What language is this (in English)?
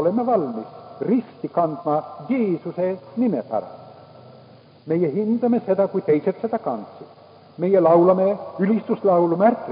Estonian